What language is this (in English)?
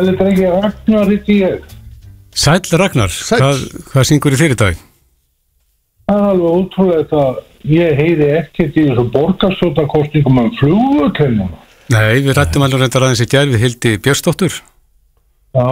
Icelandic